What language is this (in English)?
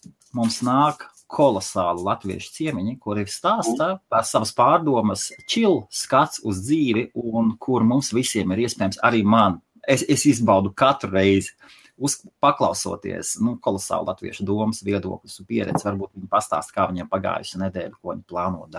Latvian